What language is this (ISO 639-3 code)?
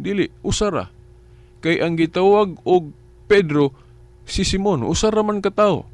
ceb